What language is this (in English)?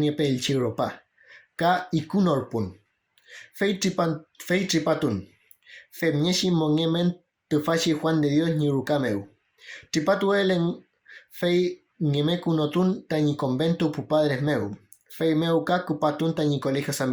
Mapuche